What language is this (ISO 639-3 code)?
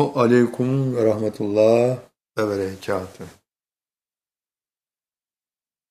tur